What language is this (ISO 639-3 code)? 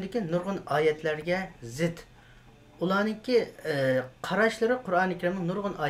uig